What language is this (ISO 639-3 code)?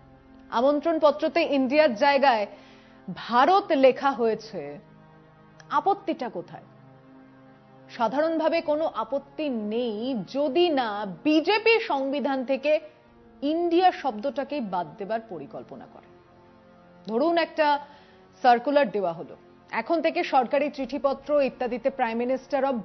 ben